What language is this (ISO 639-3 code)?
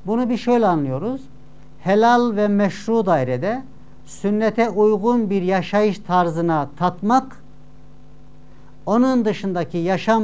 tur